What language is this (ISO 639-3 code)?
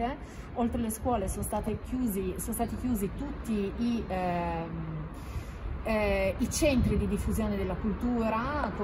ita